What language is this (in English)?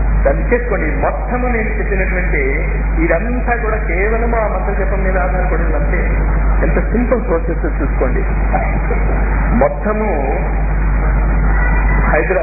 Telugu